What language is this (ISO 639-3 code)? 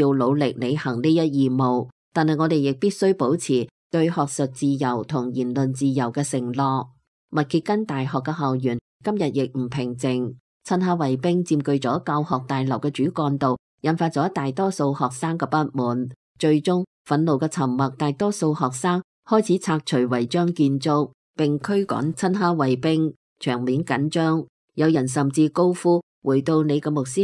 yue